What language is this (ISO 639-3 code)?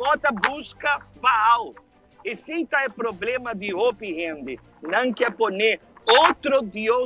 pap